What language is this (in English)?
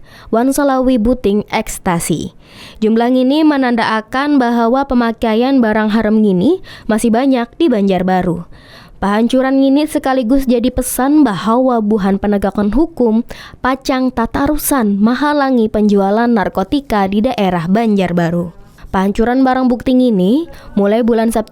Banjar